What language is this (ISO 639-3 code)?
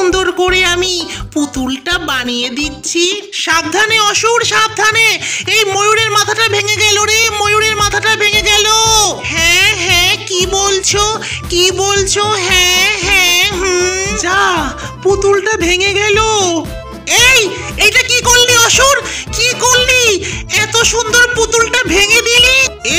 ben